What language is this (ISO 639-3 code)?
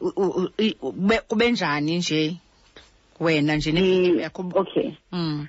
xho